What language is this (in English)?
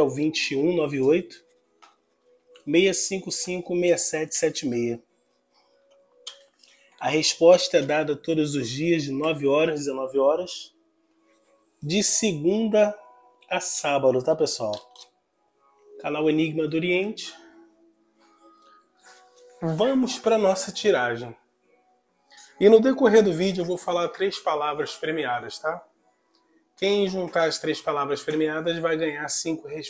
Portuguese